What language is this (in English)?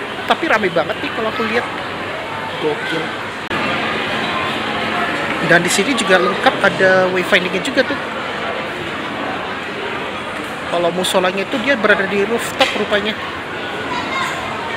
Indonesian